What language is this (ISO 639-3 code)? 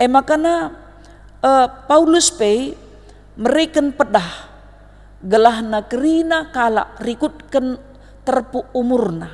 btx